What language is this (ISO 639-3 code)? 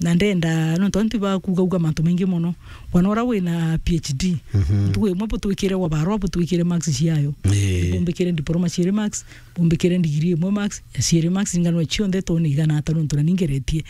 mer